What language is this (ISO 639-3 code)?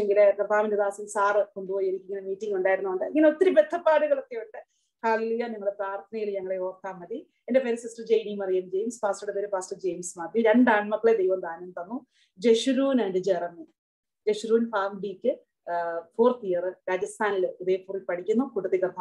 mal